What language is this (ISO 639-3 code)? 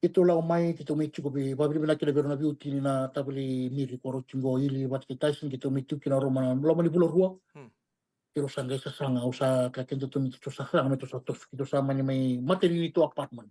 fij